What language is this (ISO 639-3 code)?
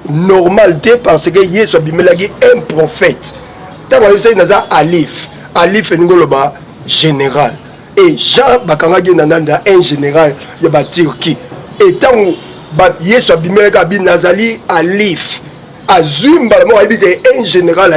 lin